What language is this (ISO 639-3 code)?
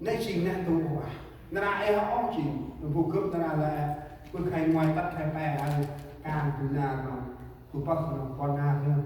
cmo